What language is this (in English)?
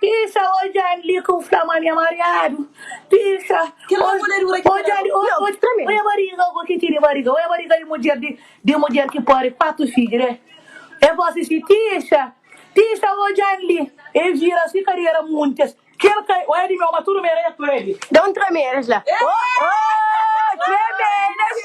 Kabuverdianu